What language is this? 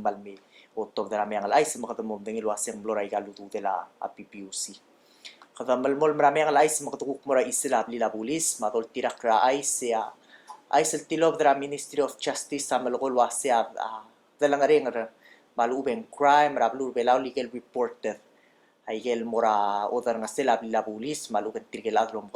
Palauan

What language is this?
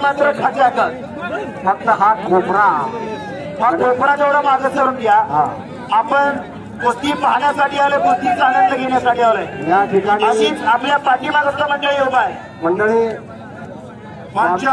Marathi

